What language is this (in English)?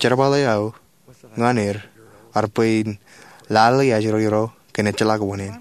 Marshallese